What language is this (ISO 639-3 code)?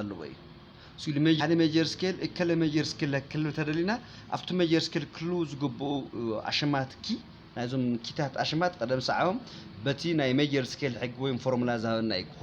tir